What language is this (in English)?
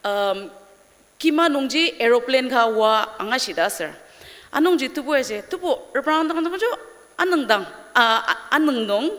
Ao Naga